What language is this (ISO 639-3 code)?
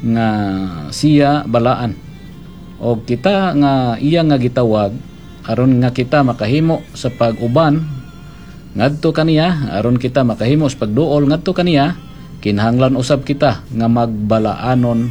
ceb